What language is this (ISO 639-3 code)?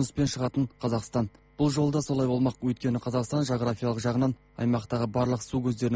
kaz